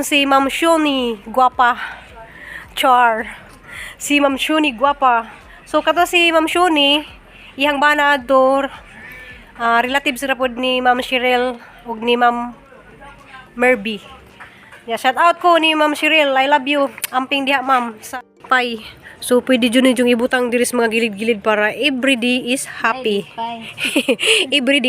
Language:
Cebuano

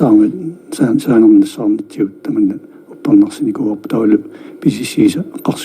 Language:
Kalaallisut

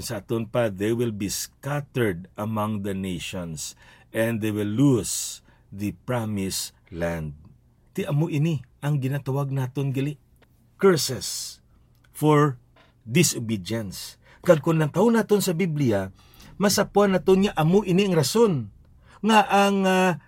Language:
Hiligaynon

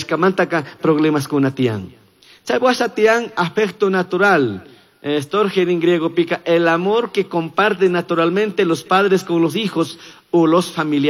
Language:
Chimborazo Highland Quichua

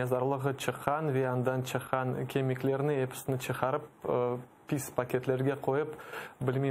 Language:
Crimean Tatar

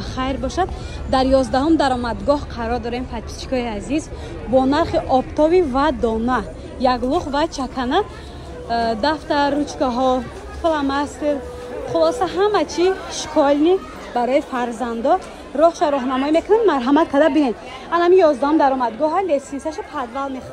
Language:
Tajik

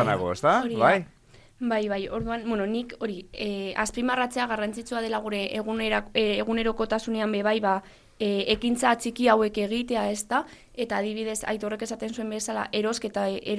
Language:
Basque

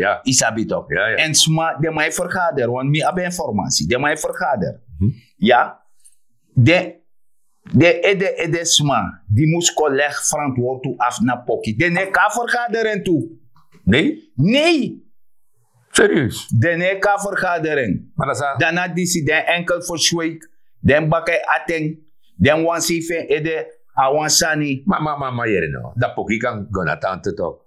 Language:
Sranan Tongo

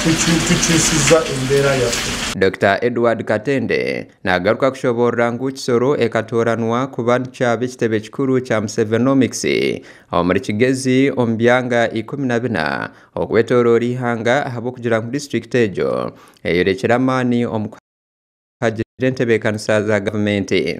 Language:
Nyankole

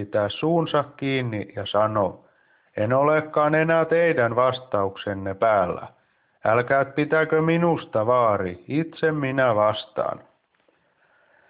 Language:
Finnish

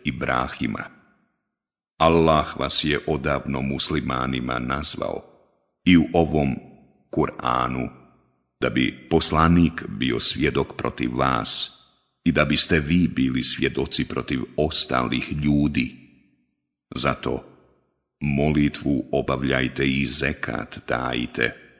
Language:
Bosnian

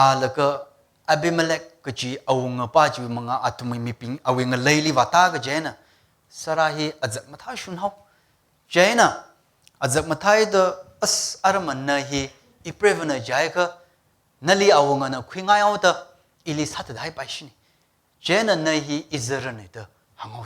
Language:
Tangkhul Naga (India)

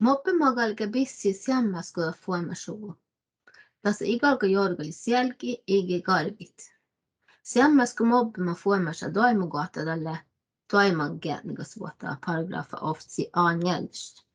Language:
Northern Sami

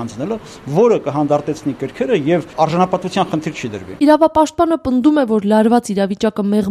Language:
Armenian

